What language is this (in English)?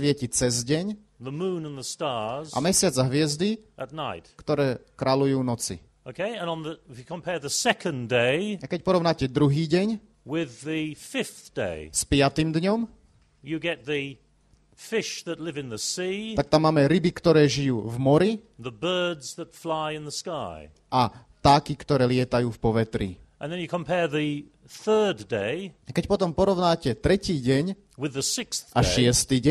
Slovak